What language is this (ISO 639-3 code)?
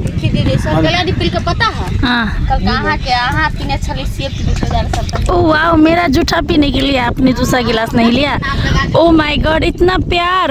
mai